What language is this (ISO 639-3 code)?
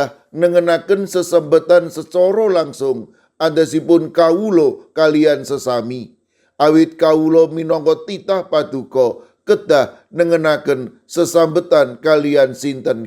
jav